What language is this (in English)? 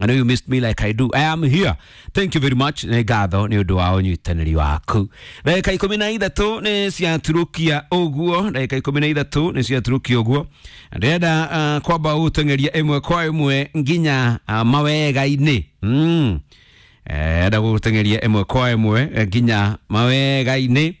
Kikuyu